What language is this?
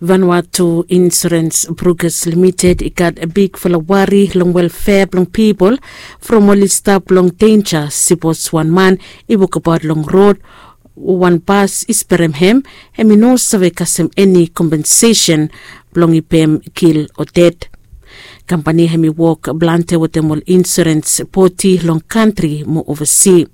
Bislama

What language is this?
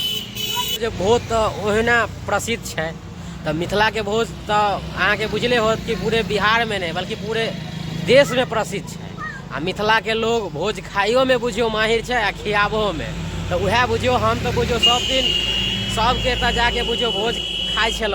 Maithili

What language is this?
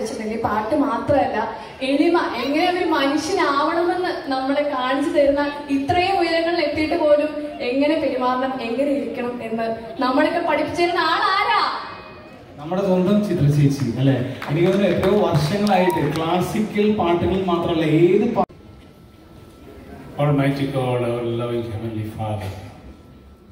Malayalam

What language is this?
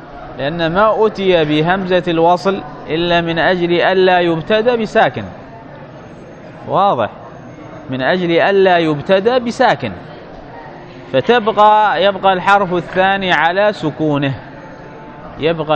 Arabic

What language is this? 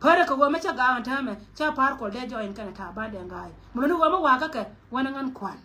Nuer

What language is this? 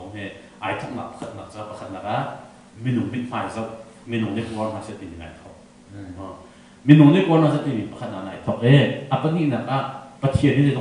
Hakha Chin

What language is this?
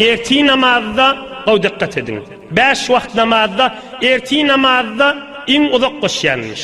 Turkmen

